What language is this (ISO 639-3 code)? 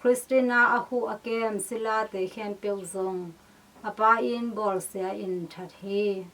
ctd